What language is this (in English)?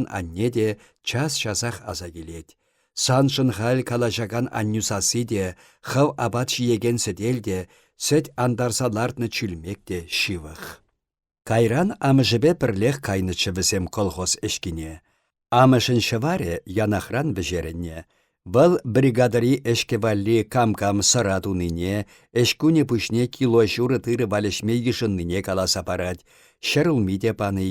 Chuvash